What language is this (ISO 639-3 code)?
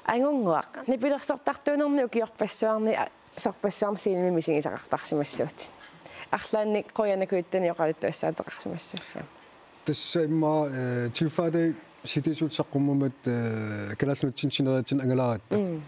kal